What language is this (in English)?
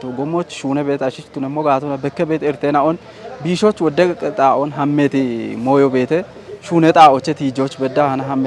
Kafa